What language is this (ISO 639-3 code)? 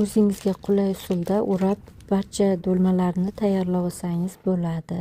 uzb